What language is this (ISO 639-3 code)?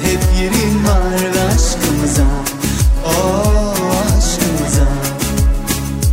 tur